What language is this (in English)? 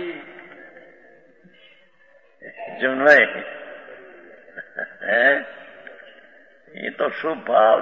Gujarati